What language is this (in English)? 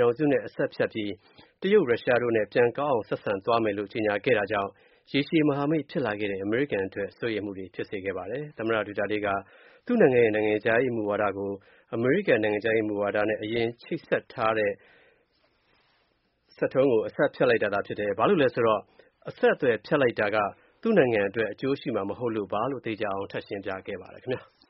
Burmese